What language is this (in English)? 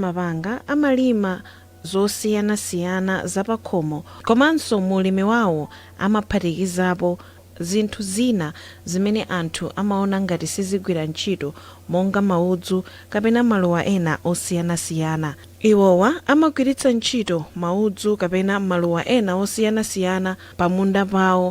Nyanja